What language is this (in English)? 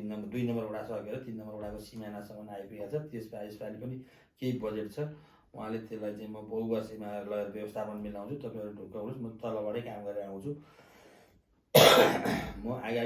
Nepali